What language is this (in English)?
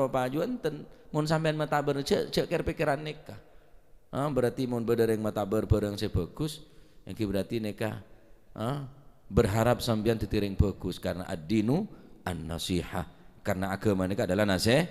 Madurese